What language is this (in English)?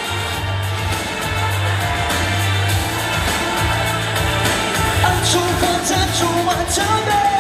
Russian